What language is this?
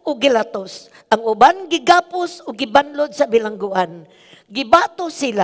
Cebuano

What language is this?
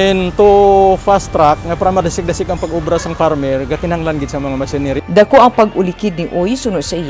Hiligaynon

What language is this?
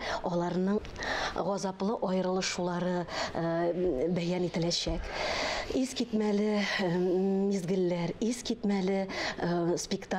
Tatar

